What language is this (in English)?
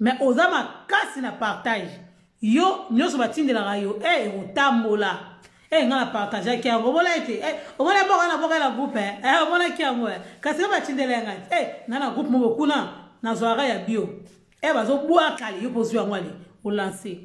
Lingala